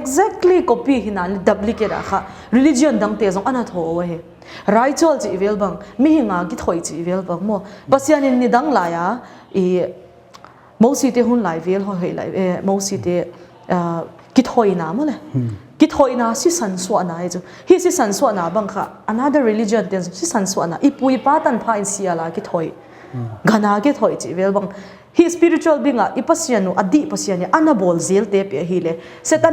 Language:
Paite Chin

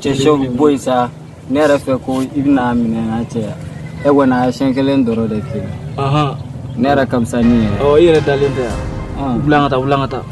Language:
Bambara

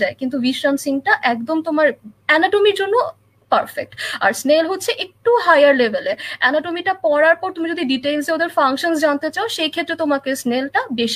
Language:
Bangla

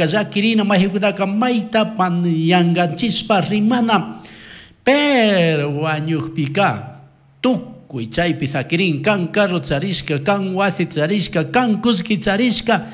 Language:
Chimborazo Highland Quichua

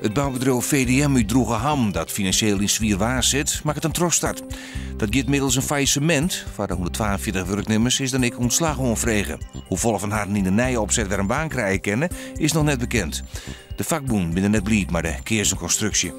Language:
Western Frisian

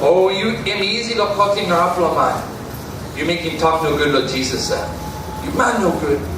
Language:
Tok Pisin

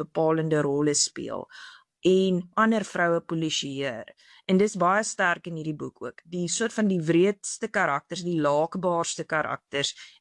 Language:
Afrikaans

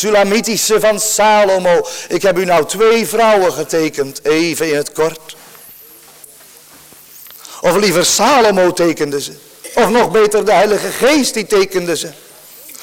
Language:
Dutch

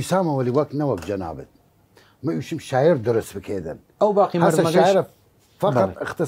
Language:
Southern Kurdish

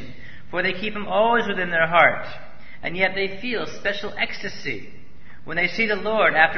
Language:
English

